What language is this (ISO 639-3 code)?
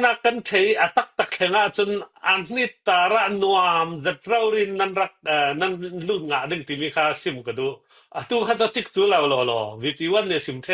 cfm